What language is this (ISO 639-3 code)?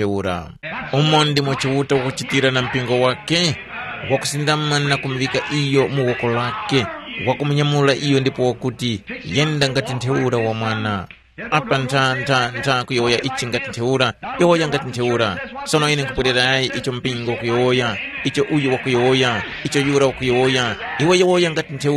tum